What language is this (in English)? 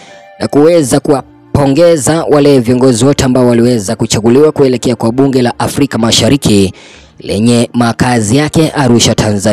Swahili